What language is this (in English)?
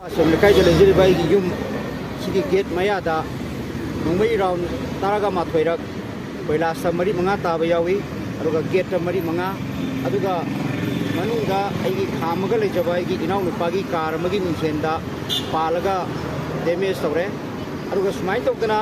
Manipuri